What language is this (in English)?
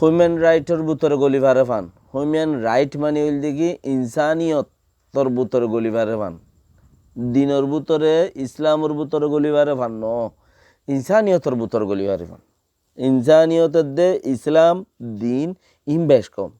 Rohingya